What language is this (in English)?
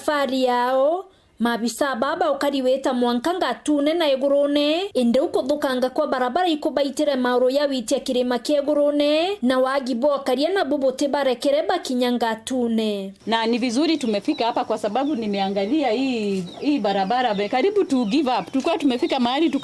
Meru